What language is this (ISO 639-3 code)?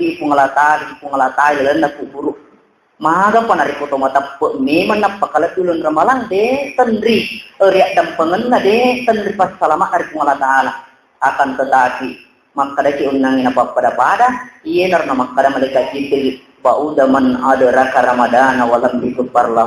bug